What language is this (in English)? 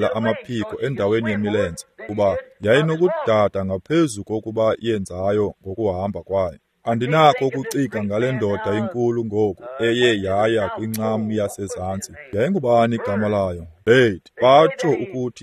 Xhosa